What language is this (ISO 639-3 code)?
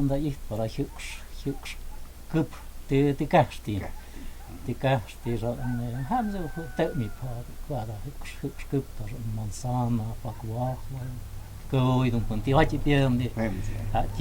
mto